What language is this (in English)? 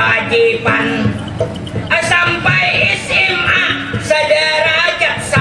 Banjar